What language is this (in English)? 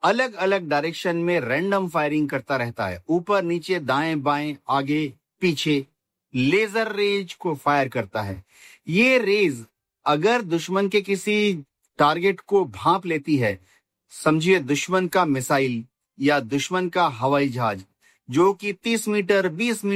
Hindi